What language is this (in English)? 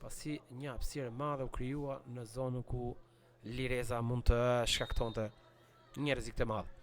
Albanian